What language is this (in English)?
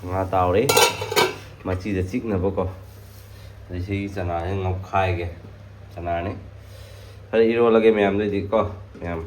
Manipuri